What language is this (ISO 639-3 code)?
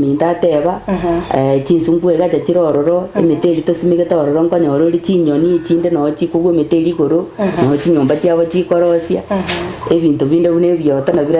guz